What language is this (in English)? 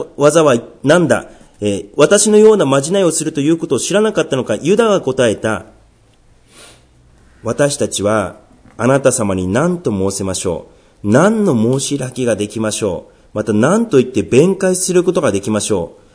Japanese